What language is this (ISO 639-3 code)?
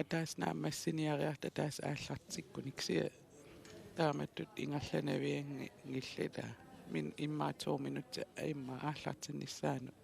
kal